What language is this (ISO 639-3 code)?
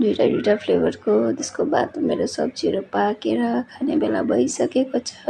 nep